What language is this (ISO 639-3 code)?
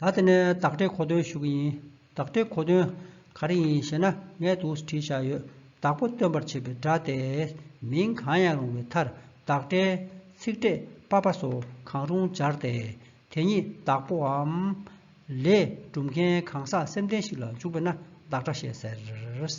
bod